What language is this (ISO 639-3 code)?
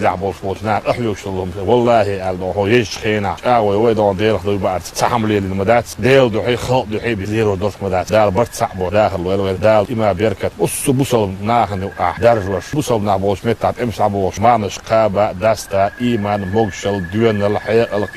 che